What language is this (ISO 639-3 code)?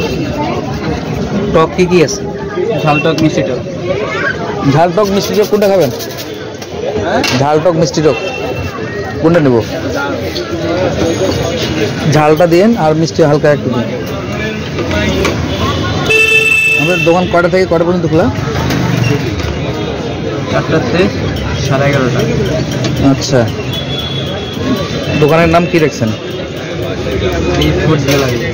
ben